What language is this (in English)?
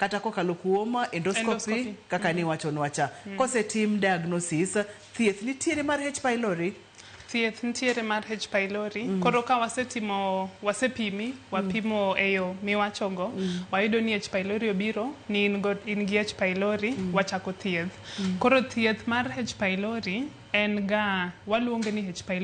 Luo (Kenya and Tanzania)